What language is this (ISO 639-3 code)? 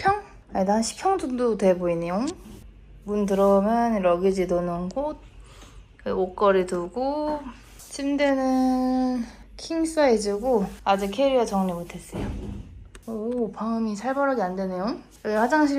kor